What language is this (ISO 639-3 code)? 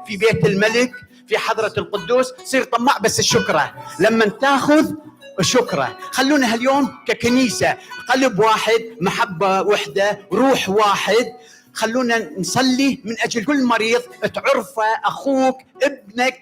acm